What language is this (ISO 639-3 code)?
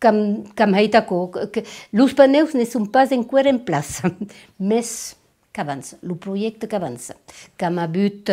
oci